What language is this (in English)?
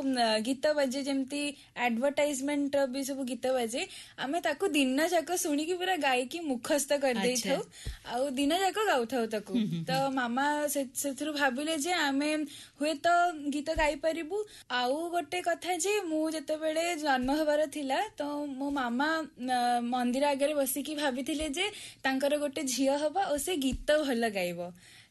Odia